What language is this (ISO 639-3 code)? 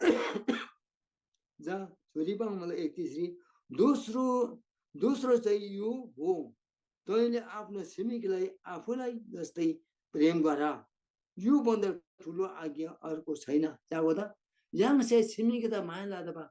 taj